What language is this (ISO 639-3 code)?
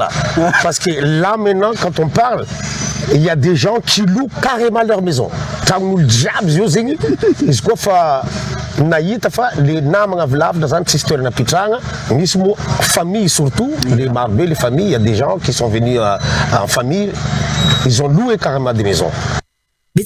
mlg